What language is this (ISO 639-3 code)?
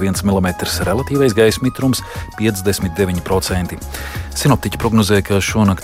lav